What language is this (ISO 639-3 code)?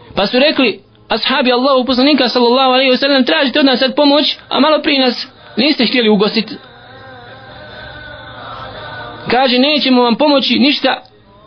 bos